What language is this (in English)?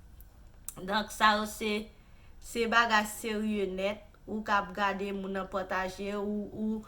Haitian Creole